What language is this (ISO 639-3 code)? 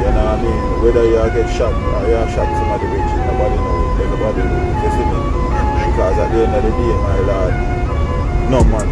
jam